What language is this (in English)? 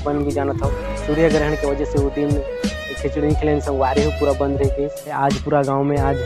Chhattisgarhi